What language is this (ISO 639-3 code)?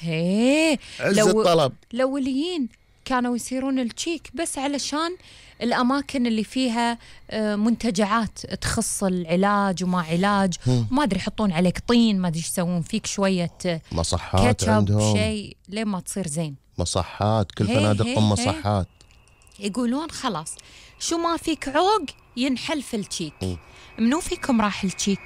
afb